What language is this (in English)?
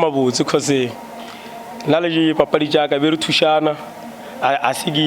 Northern Sotho